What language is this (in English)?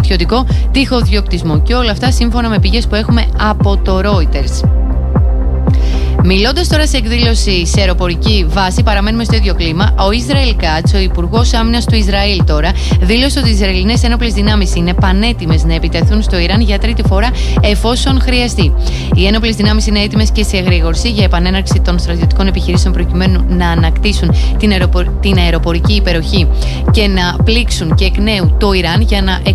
Greek